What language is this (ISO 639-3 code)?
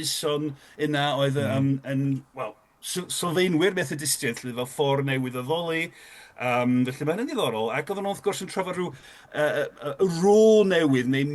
cym